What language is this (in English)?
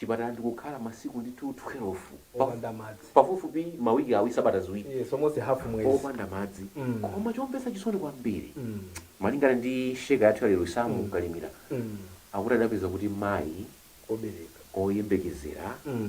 Nyanja